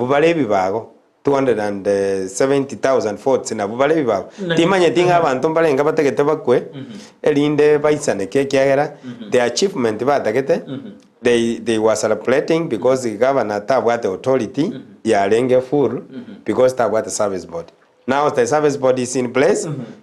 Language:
Gusii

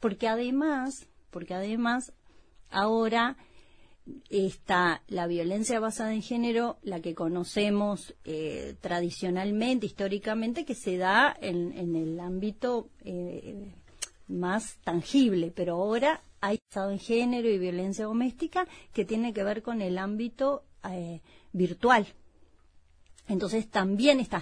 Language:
Spanish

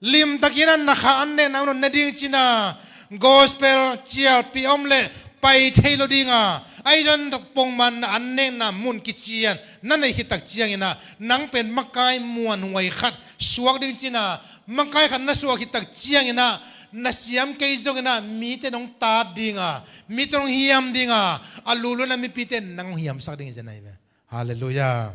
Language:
Tedim Chin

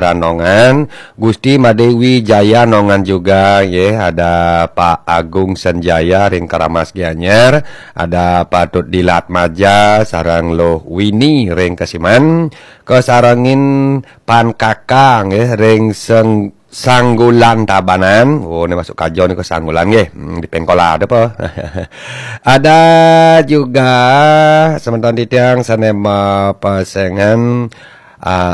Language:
Balinese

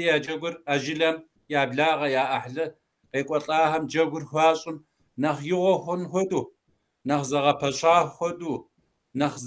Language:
Kabardian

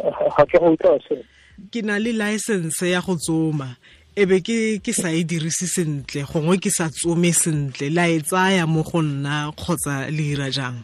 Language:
Tswana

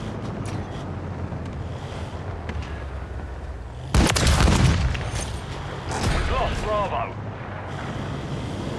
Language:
English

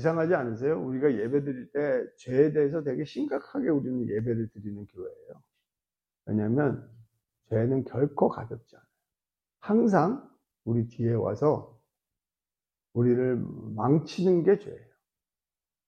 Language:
Korean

